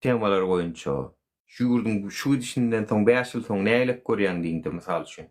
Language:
Turkmen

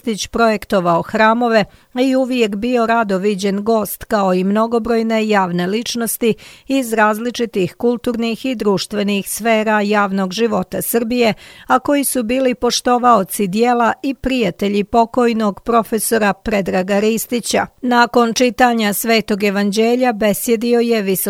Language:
Serbian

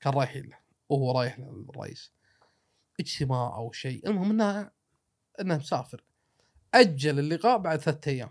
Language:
Gulf Arabic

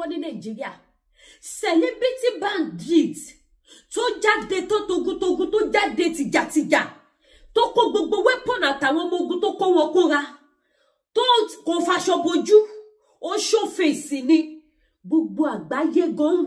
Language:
Yoruba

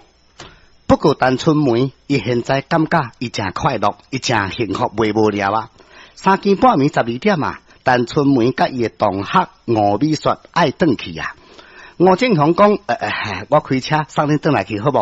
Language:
Min Nan Chinese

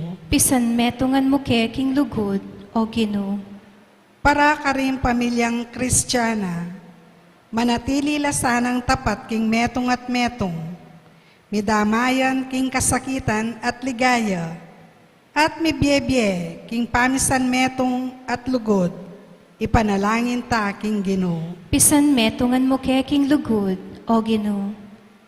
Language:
Pampanga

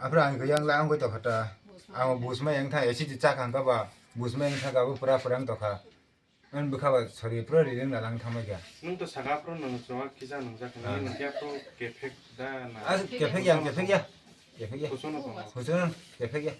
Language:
Kok Borok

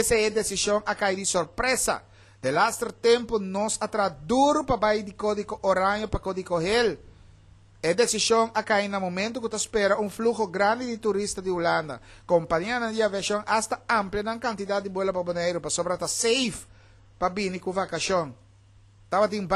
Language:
Papiamento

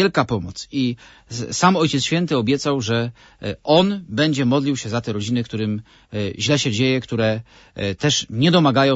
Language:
Polish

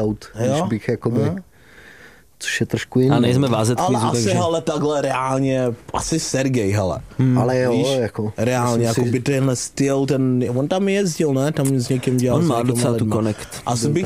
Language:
Czech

